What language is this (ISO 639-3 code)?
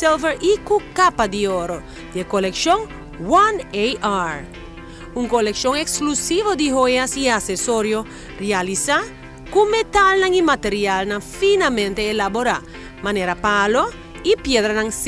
pap